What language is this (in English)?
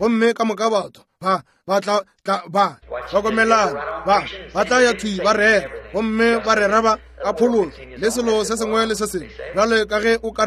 Northern Sotho